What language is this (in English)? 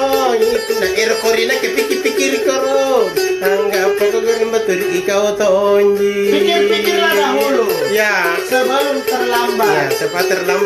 Makasar